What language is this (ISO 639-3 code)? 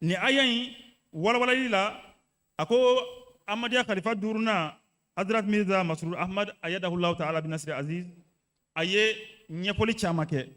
bam